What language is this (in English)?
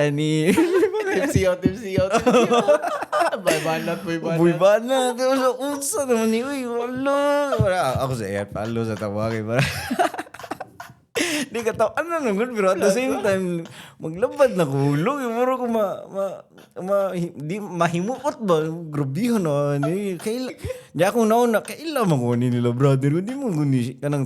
Cebuano